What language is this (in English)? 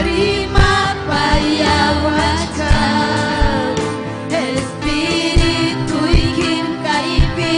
Ayacucho Quechua